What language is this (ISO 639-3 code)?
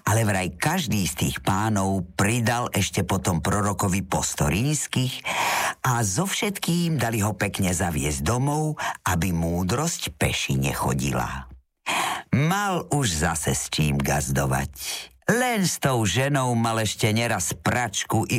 slk